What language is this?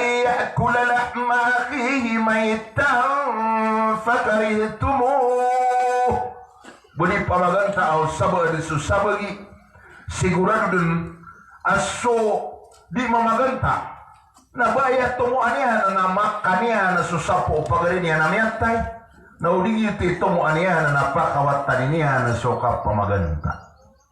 Maranao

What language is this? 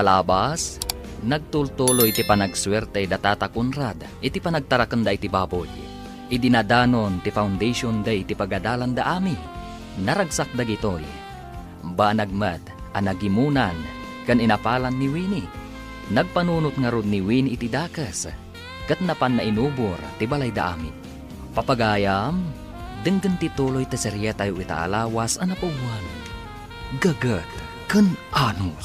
Iloko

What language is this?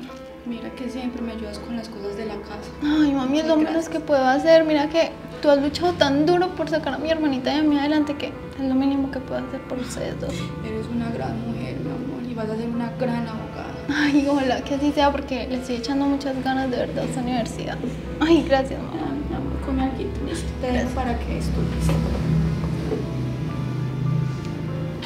Spanish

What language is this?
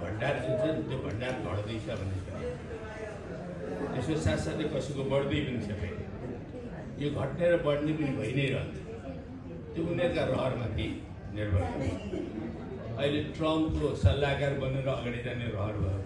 Nepali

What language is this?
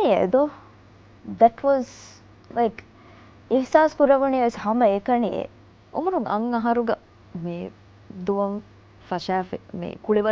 Divehi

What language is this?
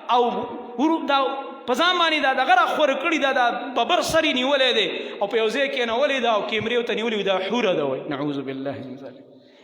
Pashto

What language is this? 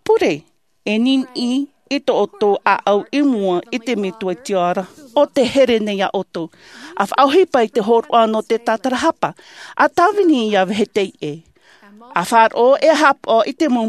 Tahitian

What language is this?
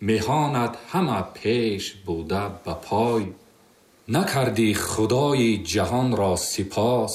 Tajik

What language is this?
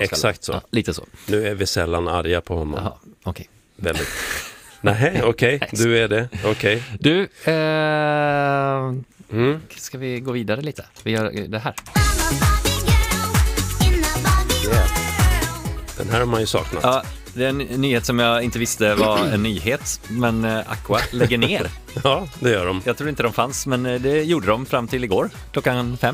Swedish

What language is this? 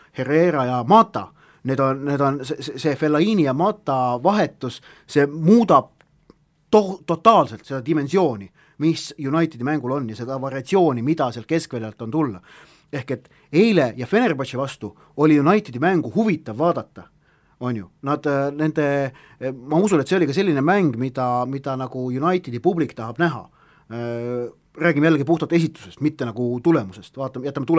Estonian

